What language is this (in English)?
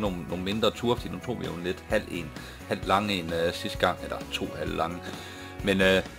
Danish